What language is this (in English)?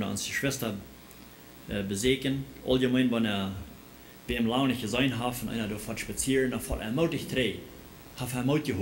Plautdietsch